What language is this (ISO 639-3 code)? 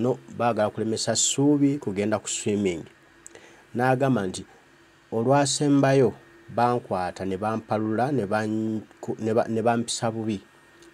lug